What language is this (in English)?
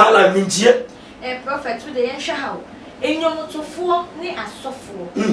Akan